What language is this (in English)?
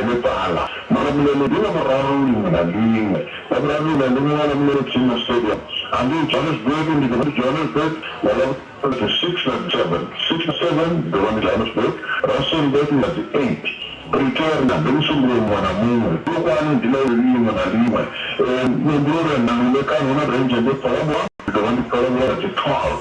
Venda